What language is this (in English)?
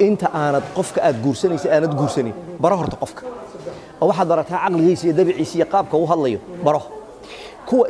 Somali